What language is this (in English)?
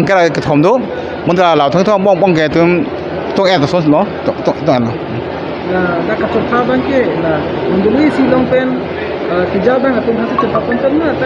Karbi